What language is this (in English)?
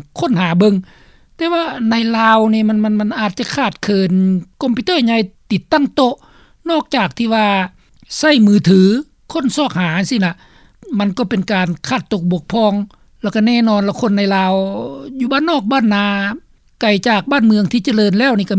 Lao